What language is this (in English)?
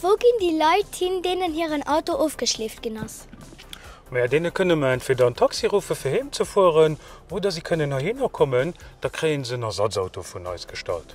Luxembourgish